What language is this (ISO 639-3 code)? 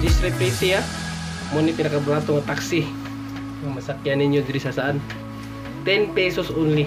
ceb